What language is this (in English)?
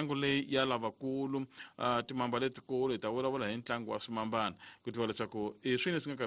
Tsonga